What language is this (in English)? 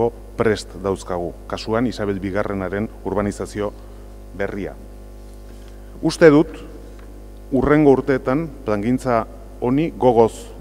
Basque